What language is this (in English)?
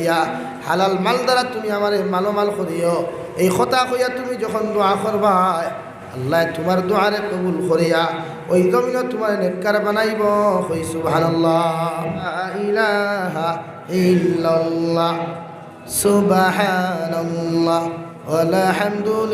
Sylheti